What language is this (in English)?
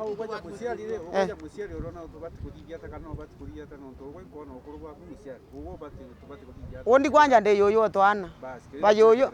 Meru